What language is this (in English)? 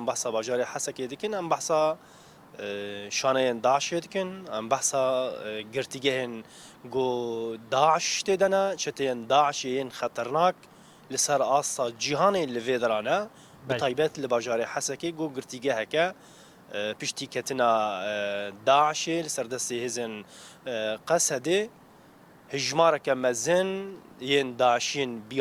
Kurdish